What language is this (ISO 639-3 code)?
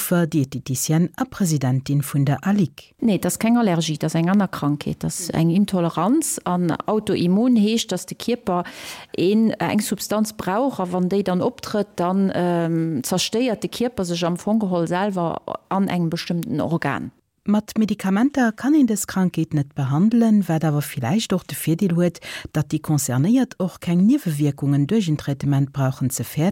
ltz